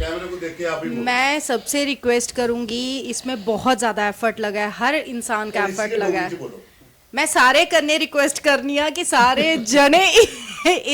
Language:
Dogri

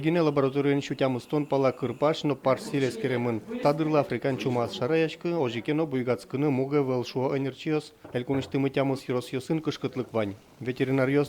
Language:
Udmurt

